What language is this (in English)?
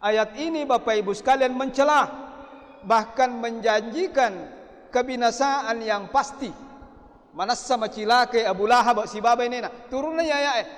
Buginese